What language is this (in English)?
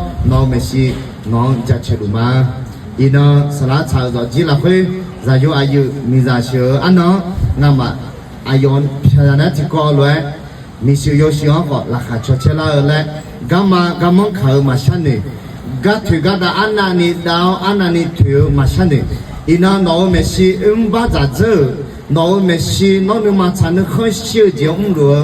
Akha